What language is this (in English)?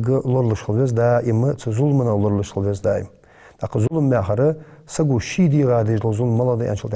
Ingush